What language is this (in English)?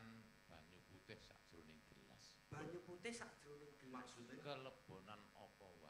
Javanese